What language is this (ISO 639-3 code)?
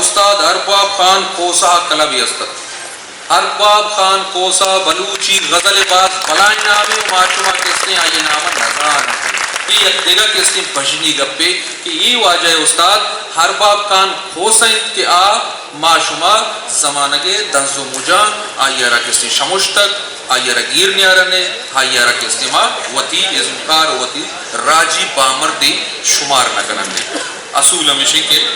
bgp